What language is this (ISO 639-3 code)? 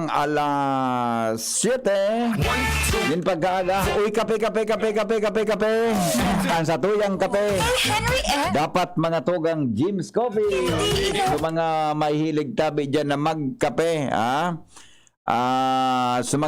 bik